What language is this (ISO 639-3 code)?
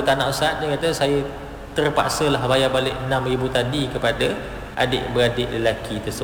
msa